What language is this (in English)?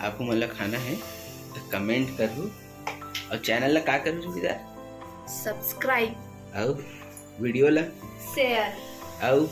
Chhattisgarhi